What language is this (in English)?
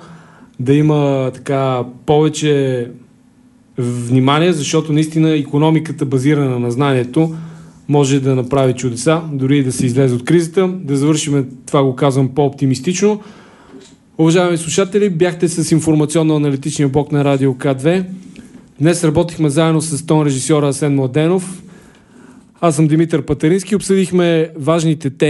Bulgarian